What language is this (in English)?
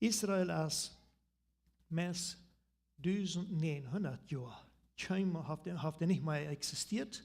Plautdietsch